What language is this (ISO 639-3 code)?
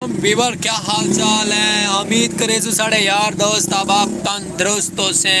skr